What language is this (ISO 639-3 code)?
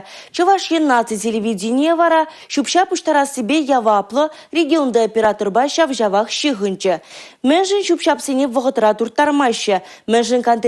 chv